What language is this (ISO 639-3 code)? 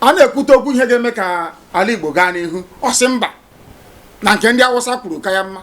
ibo